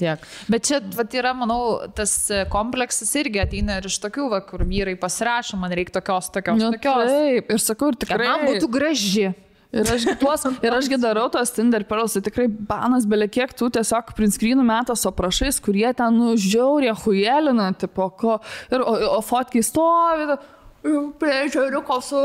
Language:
Lithuanian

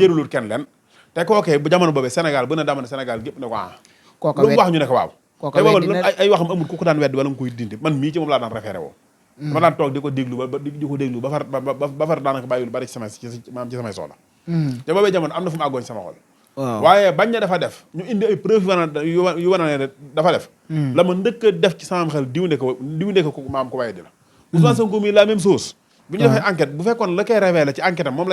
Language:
Wolof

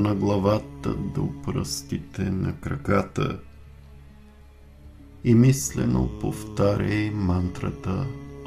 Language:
Bulgarian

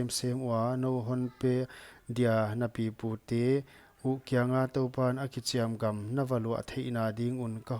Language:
Paite Chin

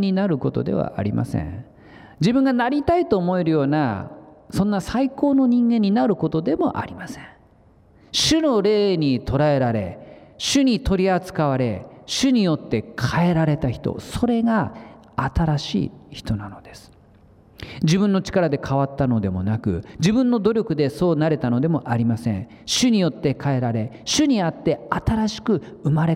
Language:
Japanese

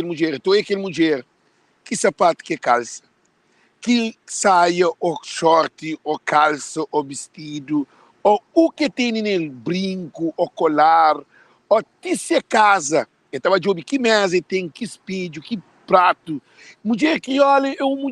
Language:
Kabuverdianu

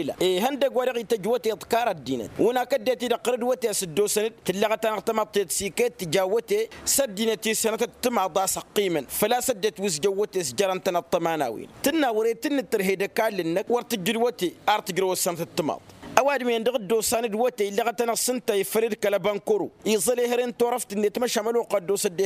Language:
Tamasheq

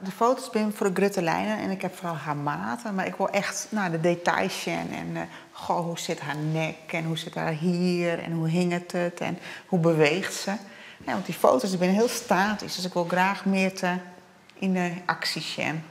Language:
Western Frisian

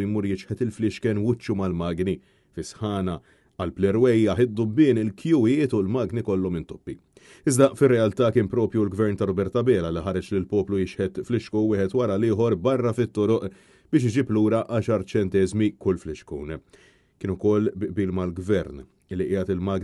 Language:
Maltese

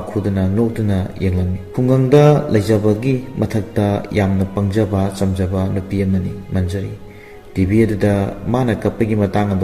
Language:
Manipuri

